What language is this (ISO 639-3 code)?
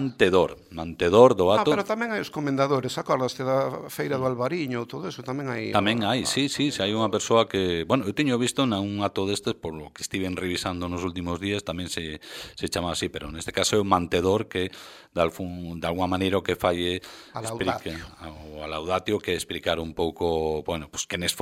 glg